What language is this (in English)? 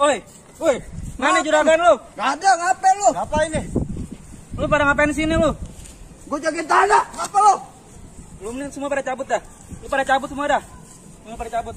Betawi